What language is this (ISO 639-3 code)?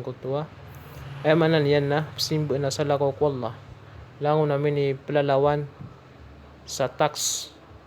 mrw